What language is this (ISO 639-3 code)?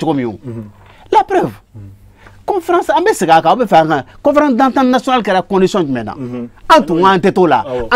bam